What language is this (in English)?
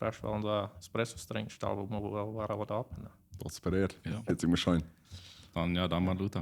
Plautdietsch